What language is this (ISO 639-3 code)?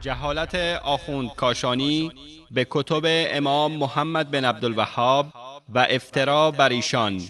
fas